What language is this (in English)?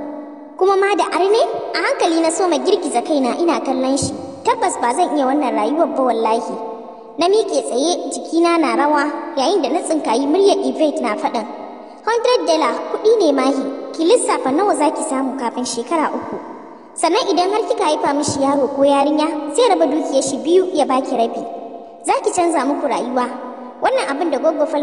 Hausa